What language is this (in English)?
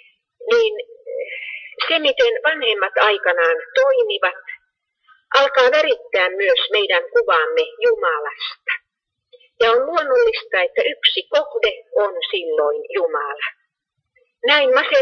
Finnish